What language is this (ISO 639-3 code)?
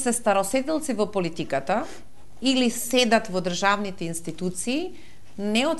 mkd